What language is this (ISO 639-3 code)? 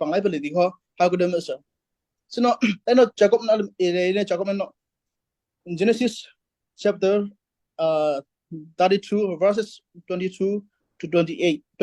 cnh